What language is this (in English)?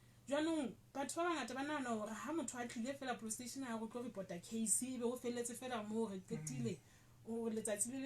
Southern Sotho